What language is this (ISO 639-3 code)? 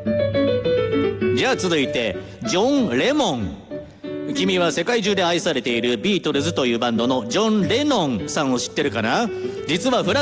jpn